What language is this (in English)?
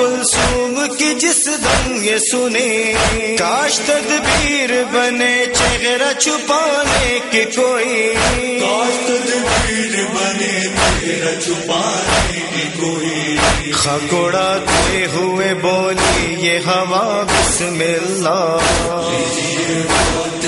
Urdu